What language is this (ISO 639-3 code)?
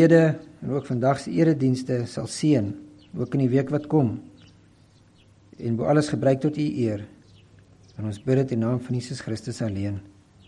afr